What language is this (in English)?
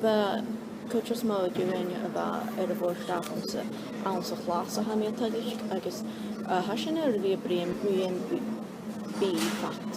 Scottish Gaelic